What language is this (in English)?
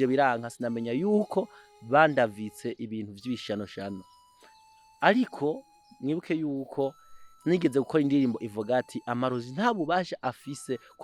Rundi